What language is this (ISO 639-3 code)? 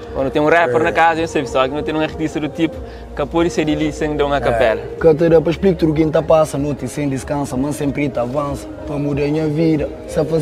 kea